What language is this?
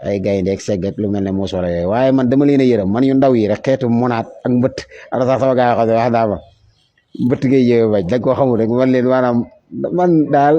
Wolof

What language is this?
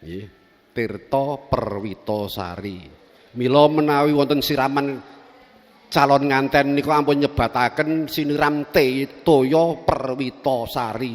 Javanese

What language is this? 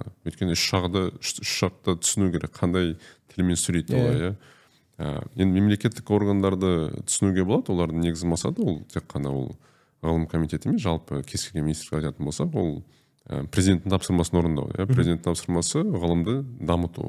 Kazakh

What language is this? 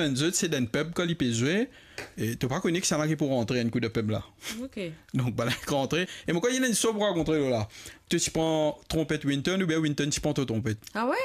Morisyen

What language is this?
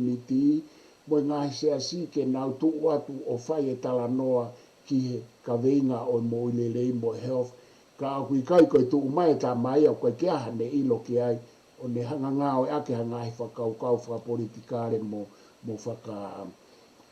Tongan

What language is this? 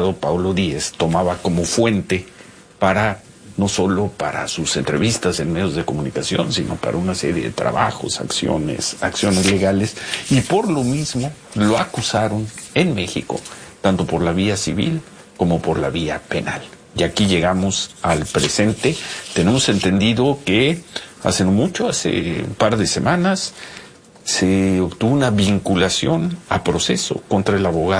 Spanish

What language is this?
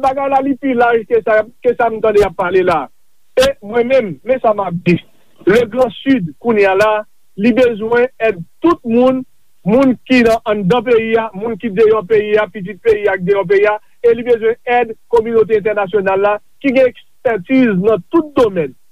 Haitian Creole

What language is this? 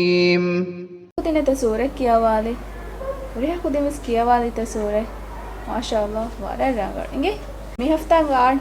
Divehi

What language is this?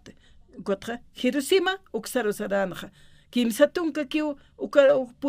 Aymara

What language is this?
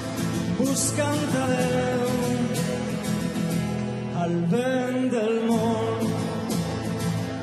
Catalan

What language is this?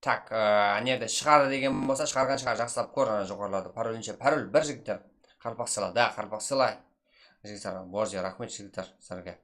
Kara-Kalpak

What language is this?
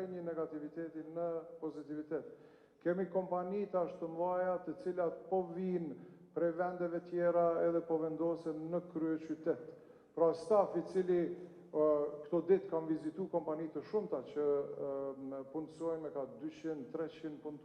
Albanian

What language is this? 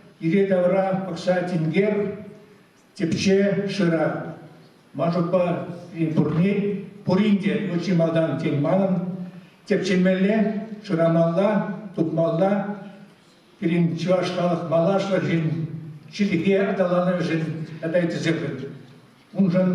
Chuvash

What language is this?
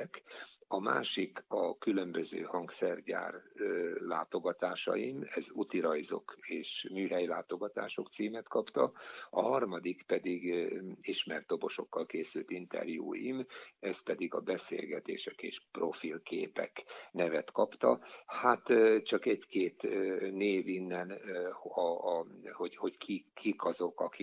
Hungarian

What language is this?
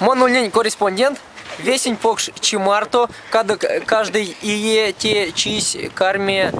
Erzya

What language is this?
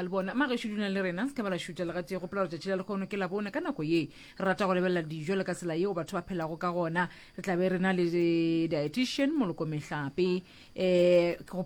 Northern Sotho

